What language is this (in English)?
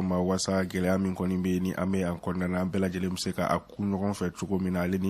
Bambara